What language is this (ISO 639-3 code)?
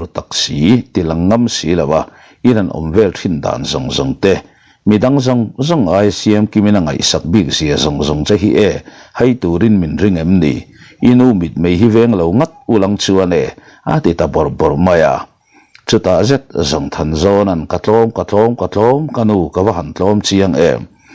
lus